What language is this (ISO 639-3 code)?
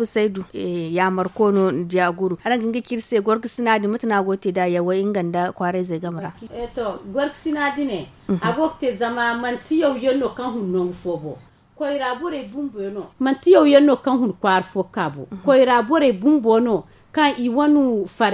dje